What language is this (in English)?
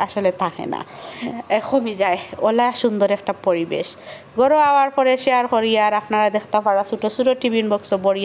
Sylheti